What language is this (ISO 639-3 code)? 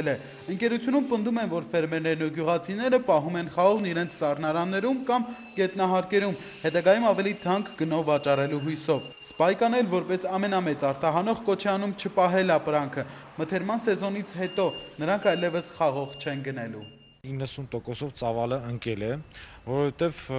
hye